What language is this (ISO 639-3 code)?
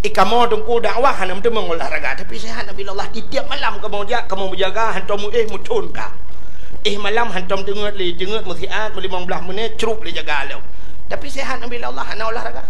ace